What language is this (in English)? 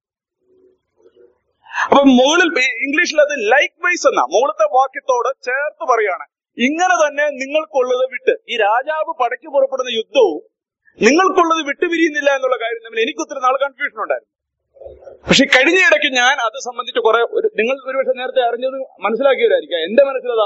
Malayalam